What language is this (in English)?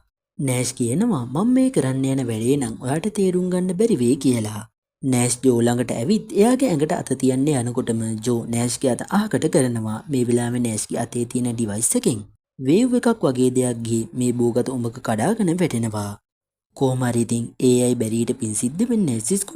Sinhala